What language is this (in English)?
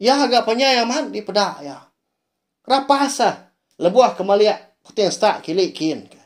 Iban